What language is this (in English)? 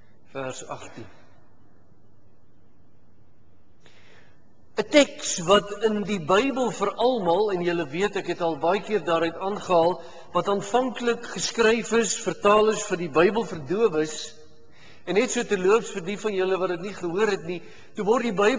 Afrikaans